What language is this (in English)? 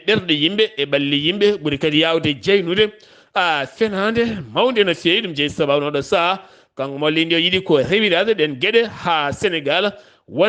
Fula